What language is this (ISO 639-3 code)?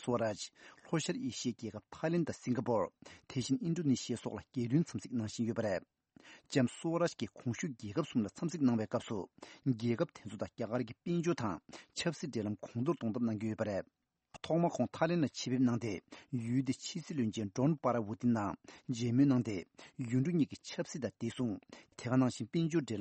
bod